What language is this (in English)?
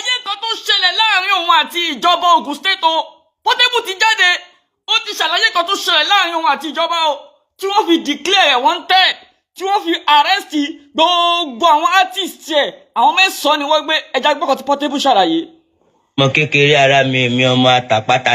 Yoruba